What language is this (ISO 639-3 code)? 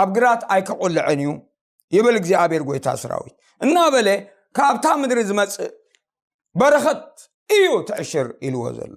tir